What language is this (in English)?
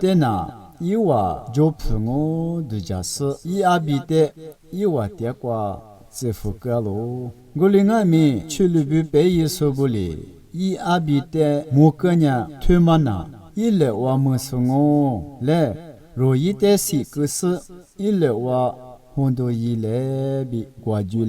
Lisu